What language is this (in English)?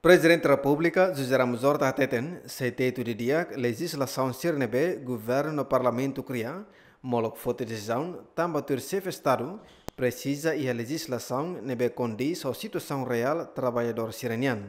Tetum